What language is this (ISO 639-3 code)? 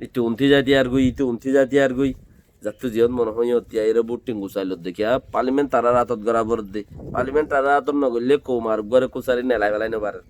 rhg